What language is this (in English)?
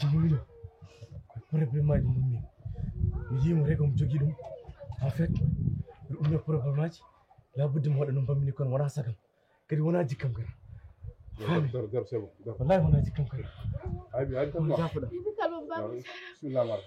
Fula